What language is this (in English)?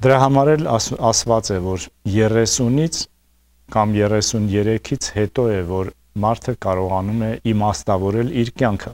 Armenian